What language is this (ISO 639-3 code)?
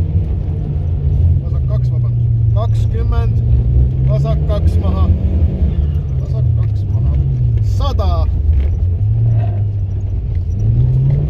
est